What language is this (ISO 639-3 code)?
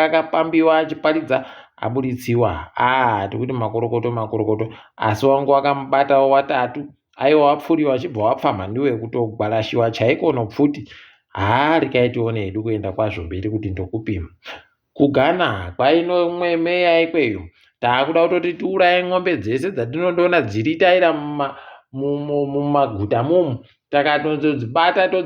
ndc